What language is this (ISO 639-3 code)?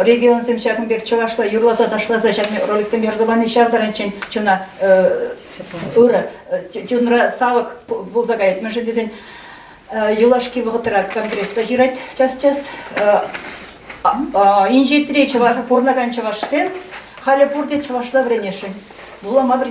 chv